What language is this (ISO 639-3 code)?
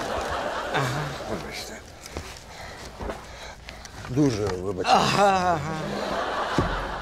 ukr